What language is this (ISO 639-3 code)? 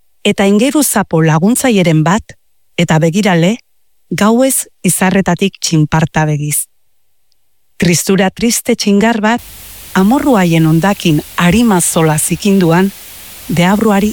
eus